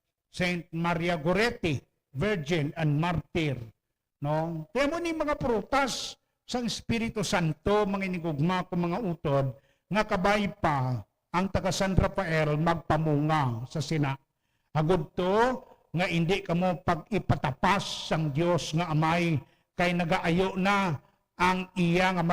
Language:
Hiligaynon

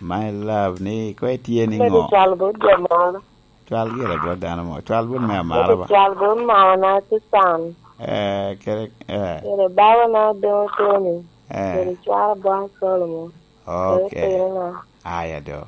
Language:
Lango (Uganda)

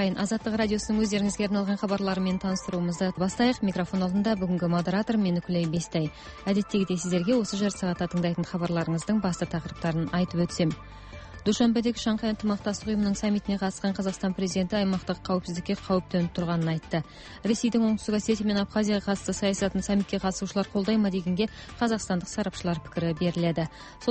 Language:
Kazakh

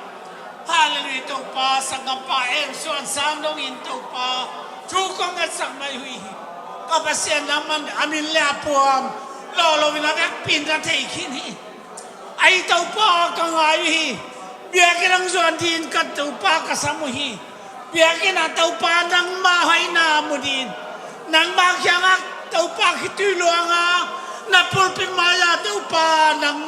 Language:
Tedim Chin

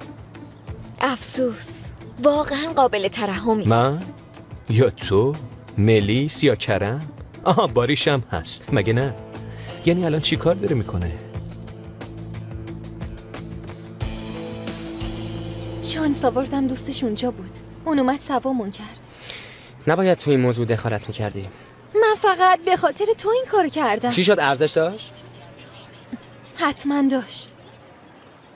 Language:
Persian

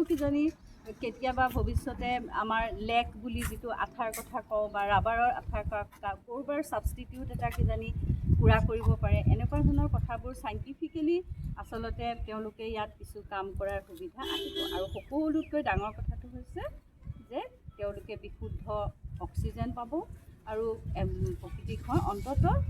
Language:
Assamese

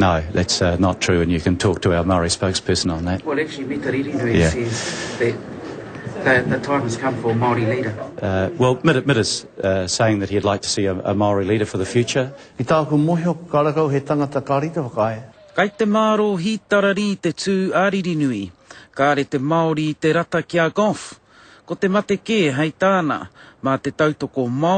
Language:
Māori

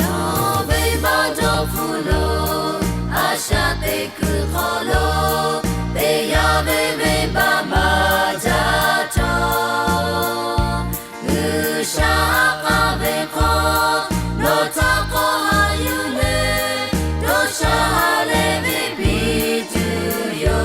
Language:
Lahu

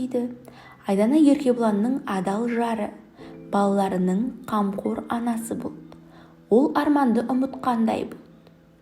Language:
Kazakh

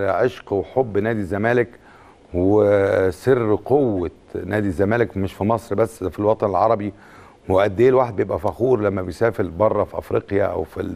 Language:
Egyptian Arabic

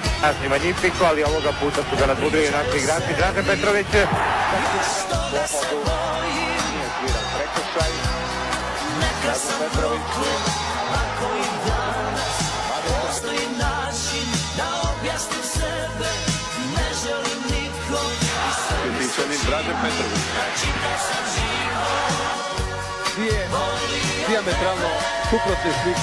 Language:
Croatian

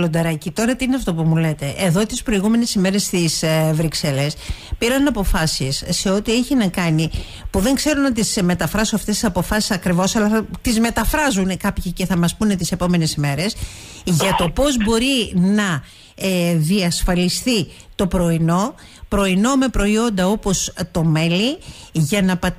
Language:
Greek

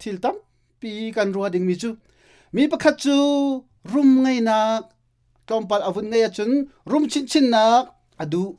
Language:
Hakha Chin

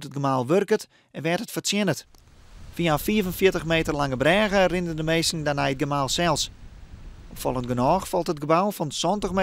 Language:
Western Frisian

